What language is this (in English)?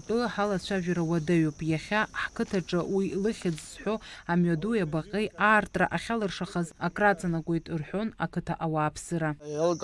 Abkhazian